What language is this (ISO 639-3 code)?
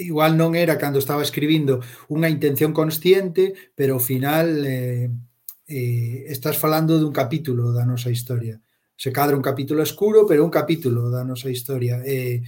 glg